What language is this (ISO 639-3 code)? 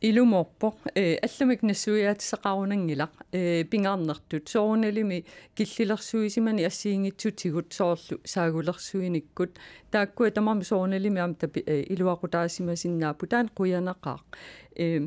kal